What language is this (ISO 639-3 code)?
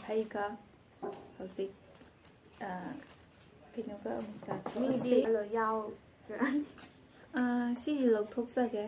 mni